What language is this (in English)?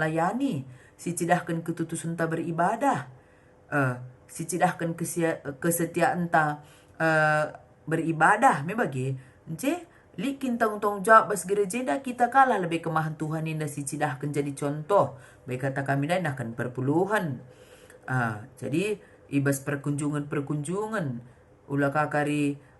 Batak Karo